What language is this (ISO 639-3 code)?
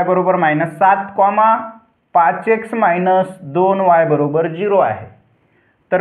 mar